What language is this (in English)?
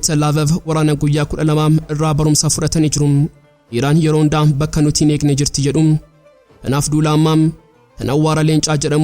Oromo